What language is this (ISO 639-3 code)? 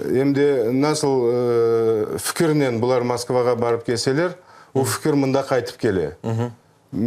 crh